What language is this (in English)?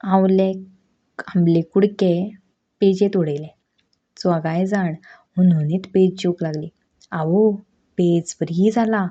Konkani